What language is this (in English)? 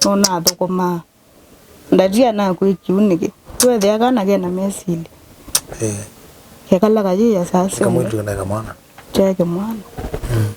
Kamba